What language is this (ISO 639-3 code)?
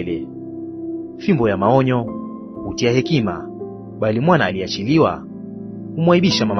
swa